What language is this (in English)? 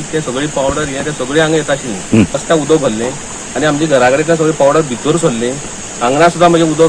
Konkani